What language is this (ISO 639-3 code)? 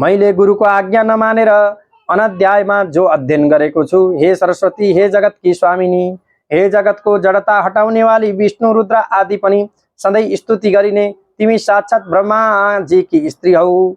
nep